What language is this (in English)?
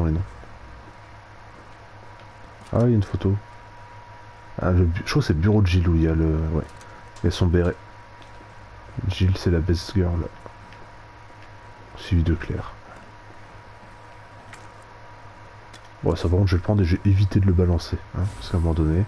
French